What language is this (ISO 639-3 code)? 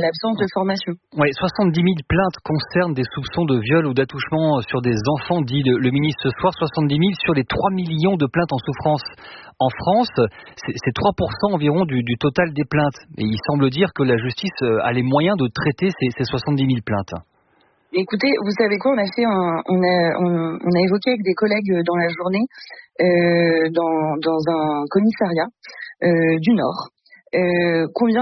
fra